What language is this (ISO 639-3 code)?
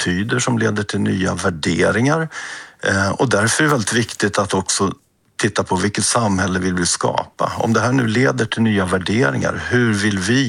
swe